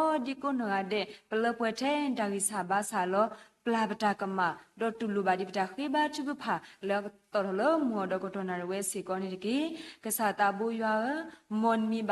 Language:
S'gaw Karen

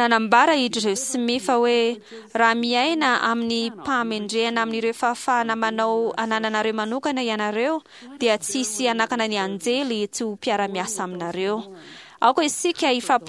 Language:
Malagasy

